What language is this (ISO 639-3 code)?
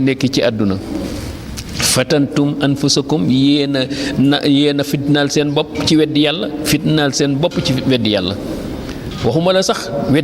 wol